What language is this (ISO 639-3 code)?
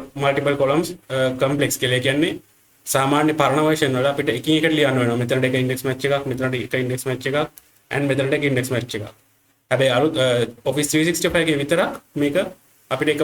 sin